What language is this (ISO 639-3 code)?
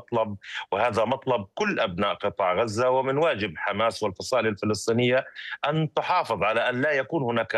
ara